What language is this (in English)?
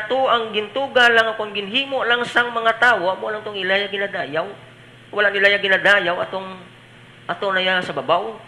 Hiligaynon